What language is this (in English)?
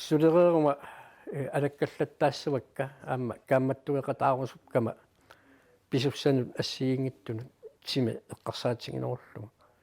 Kalaallisut